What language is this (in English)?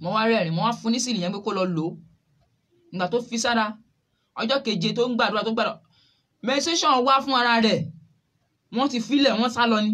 Yoruba